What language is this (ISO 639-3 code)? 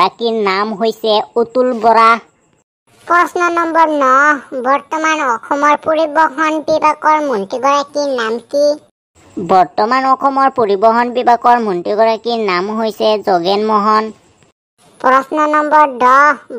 asm